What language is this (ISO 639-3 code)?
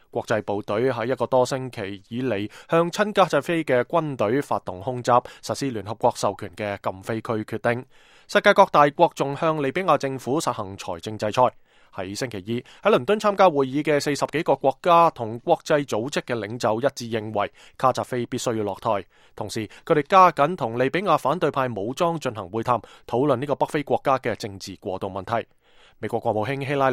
yue